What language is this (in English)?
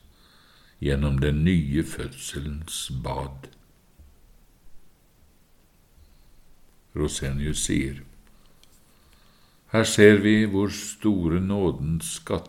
Norwegian